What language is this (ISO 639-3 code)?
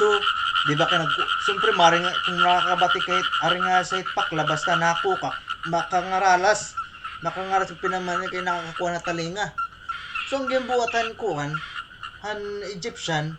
war